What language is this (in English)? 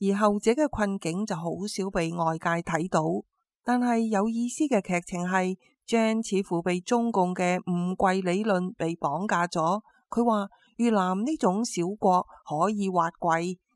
Cantonese